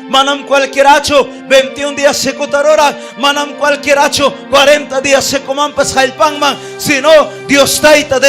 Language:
Ayacucho Quechua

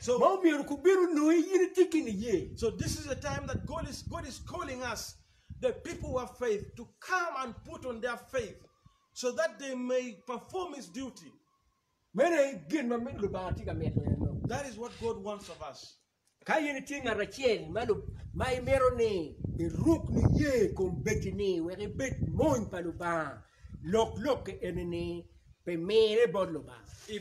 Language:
Acoli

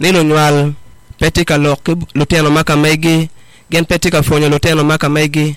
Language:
Acoli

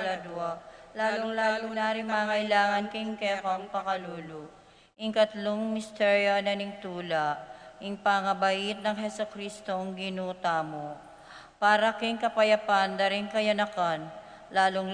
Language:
Pampanga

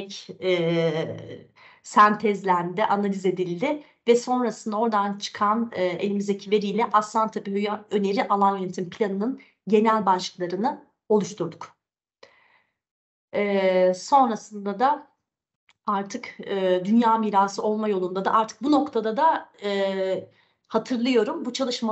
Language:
Turkish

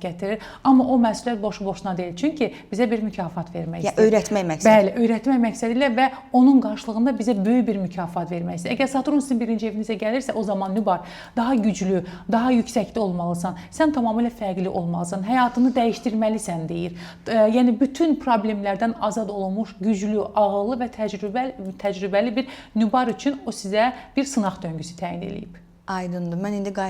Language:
Azerbaijani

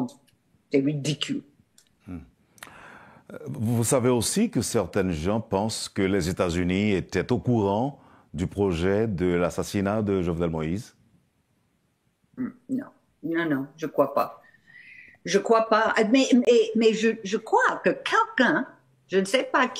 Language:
French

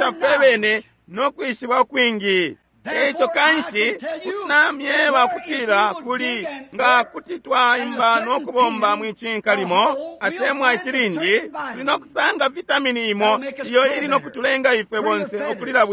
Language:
Bemba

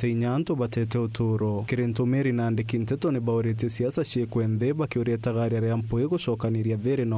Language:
Meru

